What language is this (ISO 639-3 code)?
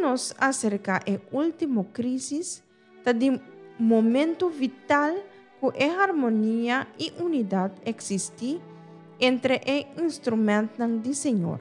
pap